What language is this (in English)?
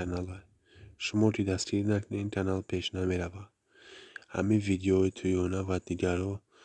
Tajik